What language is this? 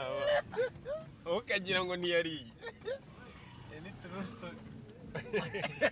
Kinyarwanda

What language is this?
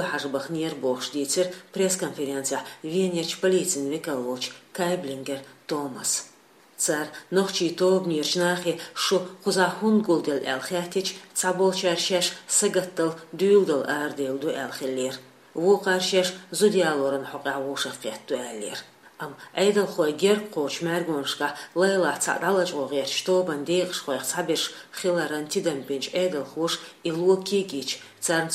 Chechen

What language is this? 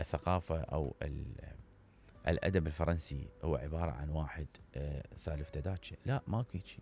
Mesopotamian Arabic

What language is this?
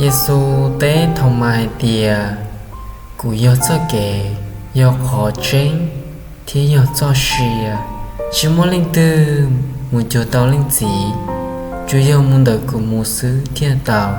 Hmong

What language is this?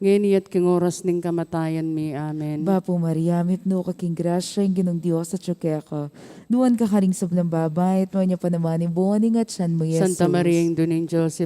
Pampanga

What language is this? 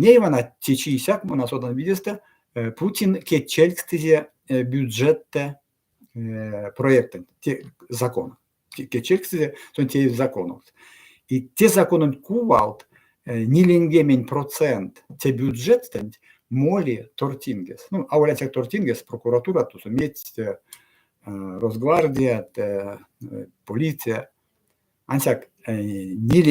Erzya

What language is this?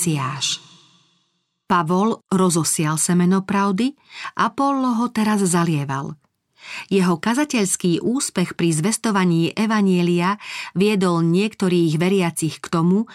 Slovak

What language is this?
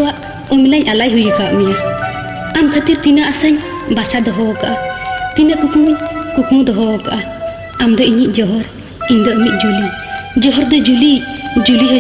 Santali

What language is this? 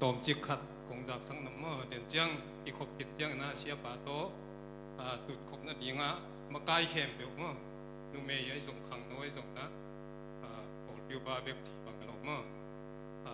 Tedim Chin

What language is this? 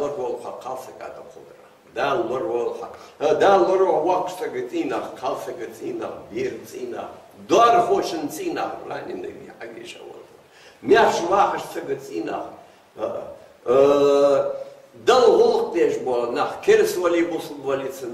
Ingush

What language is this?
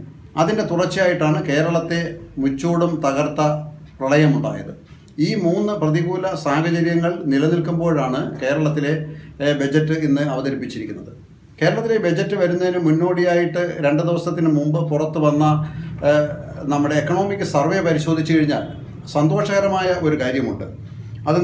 Malayalam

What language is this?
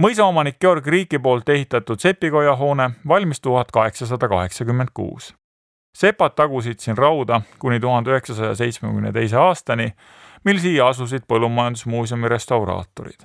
Estonian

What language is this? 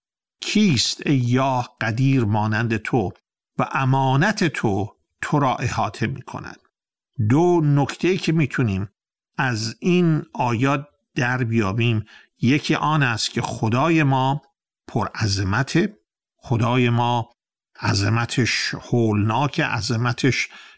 Persian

